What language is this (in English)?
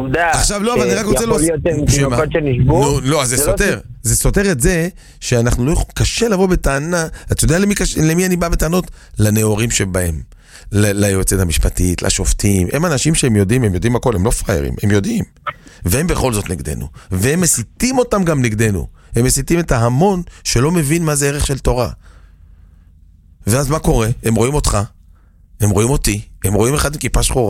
Hebrew